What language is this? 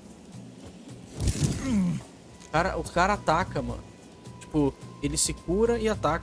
Portuguese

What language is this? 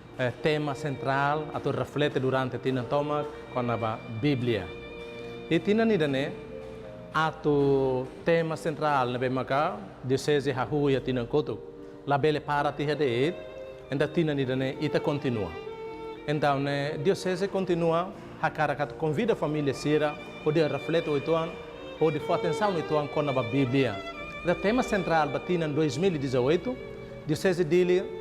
Tetum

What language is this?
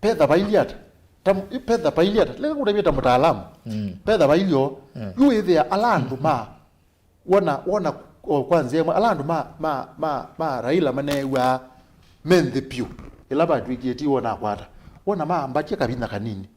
Kamba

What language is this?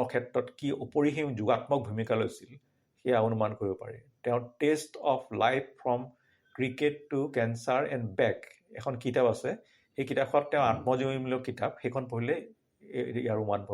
Assamese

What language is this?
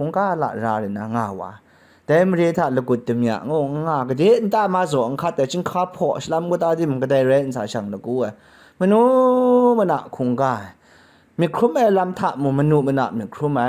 Kachin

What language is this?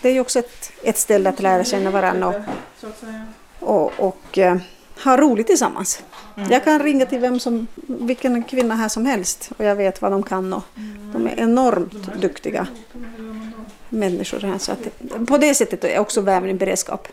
Swedish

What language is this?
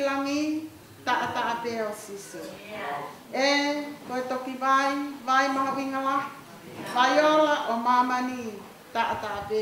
Tongan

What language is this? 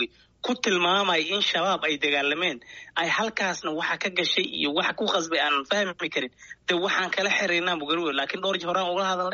Somali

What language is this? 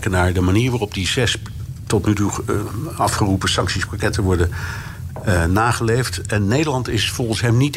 Dutch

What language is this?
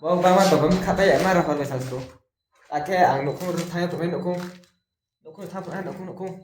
Riang (India)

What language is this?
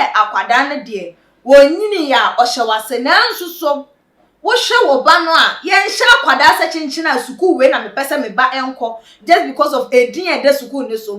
Akan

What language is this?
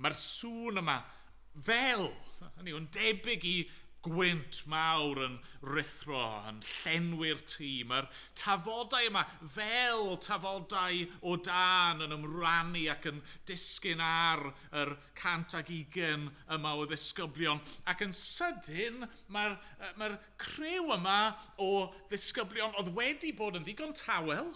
Welsh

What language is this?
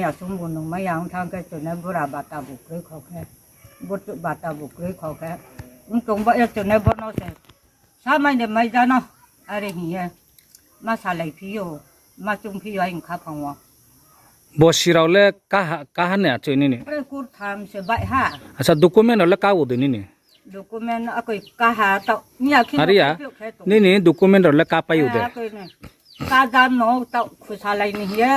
Riang (India)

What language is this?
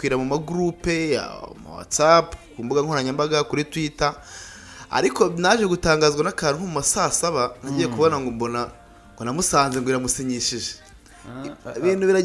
Kinyarwanda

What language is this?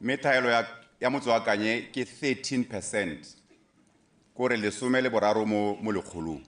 Tswana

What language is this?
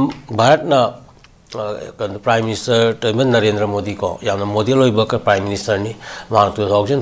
Manipuri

